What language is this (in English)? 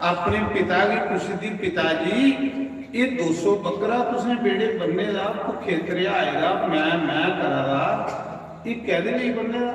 Dogri